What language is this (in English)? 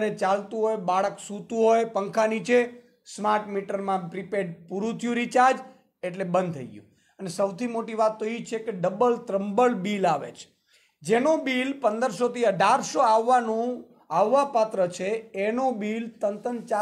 Gujarati